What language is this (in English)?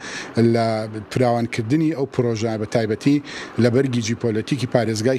Central Kurdish